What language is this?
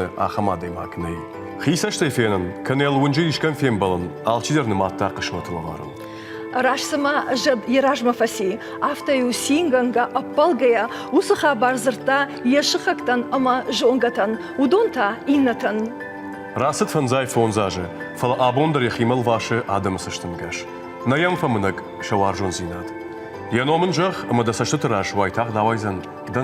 Ossetic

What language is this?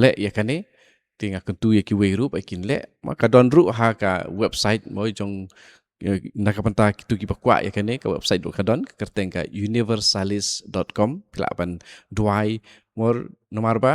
Khasi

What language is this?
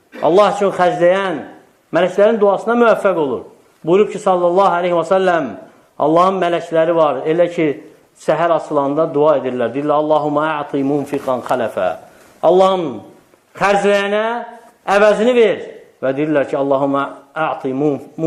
Azerbaijani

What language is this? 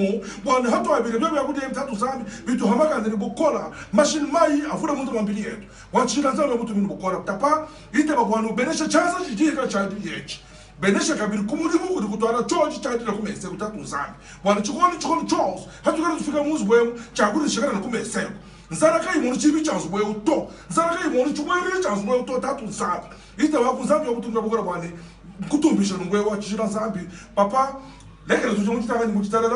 Luba-Lulua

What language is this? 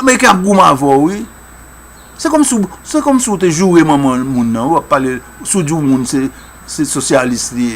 Haitian Creole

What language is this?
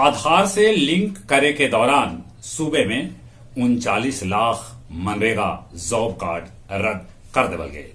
Magahi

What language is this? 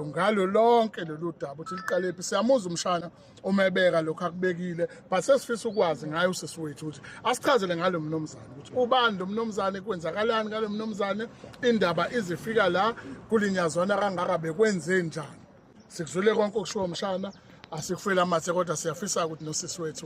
Zulu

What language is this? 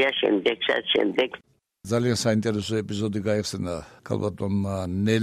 Georgian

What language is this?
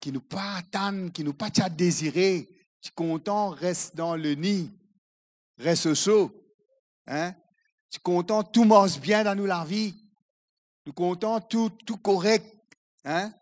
Morisyen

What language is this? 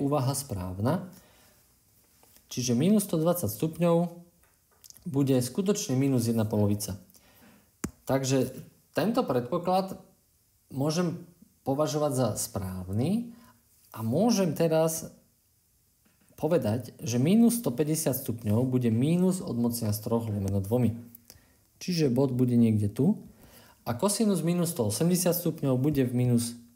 Slovak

